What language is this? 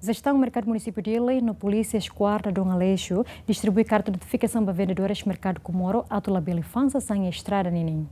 Tetum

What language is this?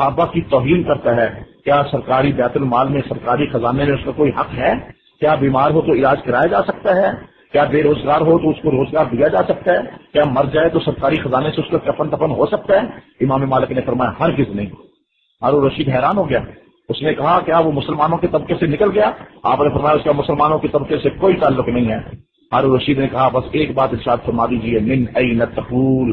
Urdu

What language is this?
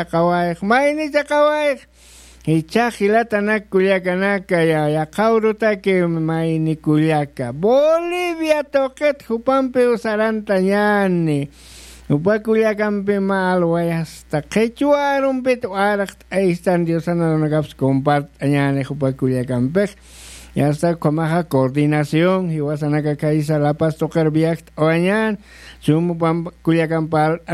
Aymara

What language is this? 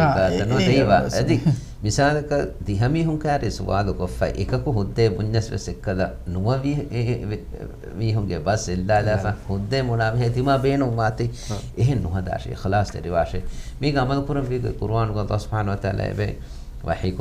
Divehi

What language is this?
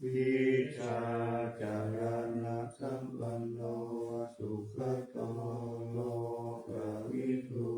Pali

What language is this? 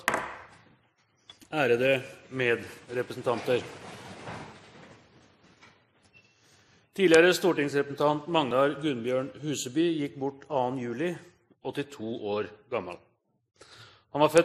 Norwegian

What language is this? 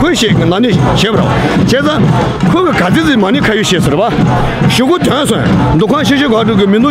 Tibetan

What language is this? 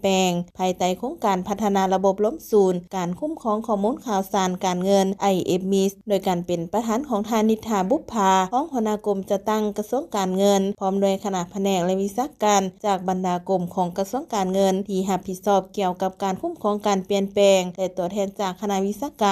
Lao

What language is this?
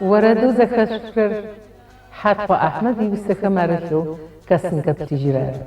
Adyghe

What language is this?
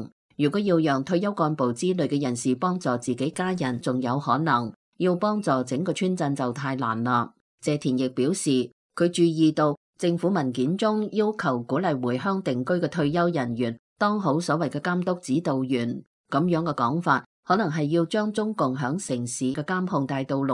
Cantonese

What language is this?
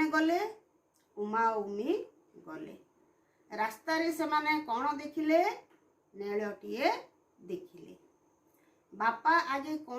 Odia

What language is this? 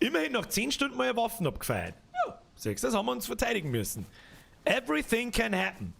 Bavarian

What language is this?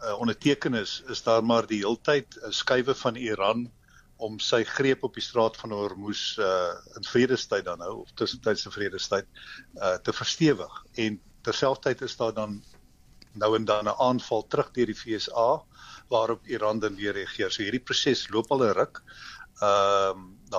Afrikaans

